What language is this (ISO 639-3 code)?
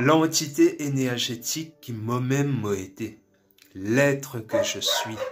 mfe